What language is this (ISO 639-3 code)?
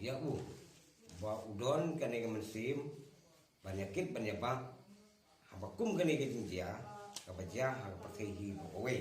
kha